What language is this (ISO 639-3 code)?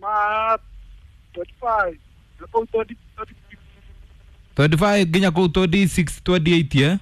kik